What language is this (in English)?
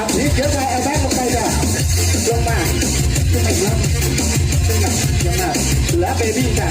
Lao